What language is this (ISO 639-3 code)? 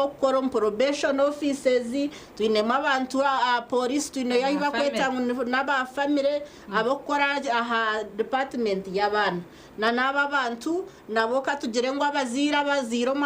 nyn